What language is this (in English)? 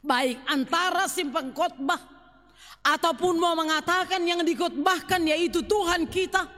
Batak Simalungun